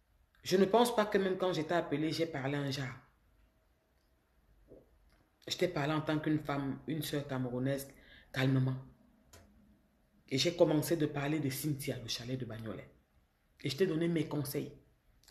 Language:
French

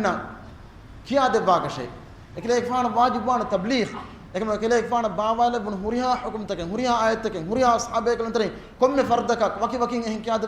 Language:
Divehi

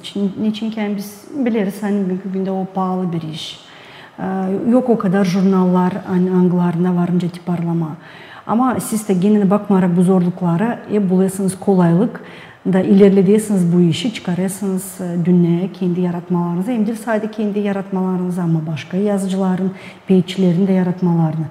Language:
Gagauz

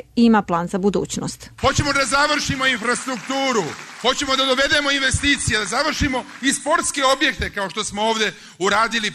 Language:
Serbian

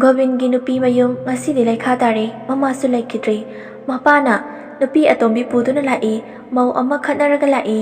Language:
Manipuri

